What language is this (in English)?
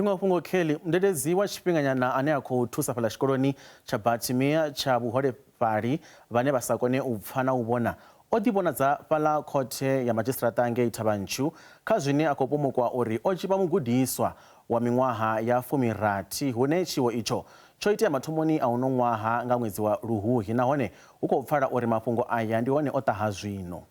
Venda